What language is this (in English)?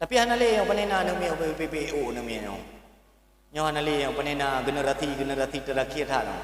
Achinese